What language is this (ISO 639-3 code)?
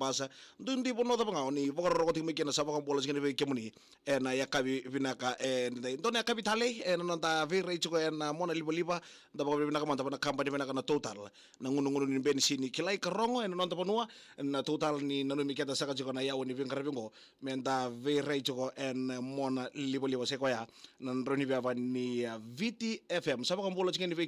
fij